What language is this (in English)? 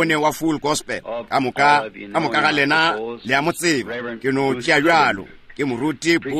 Northern Sotho